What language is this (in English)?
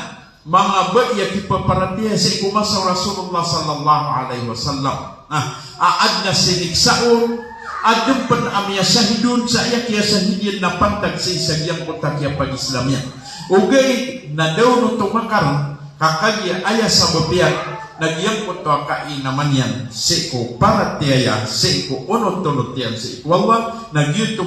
Maranao